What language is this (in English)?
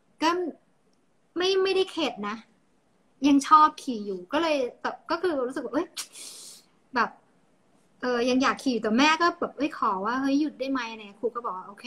Thai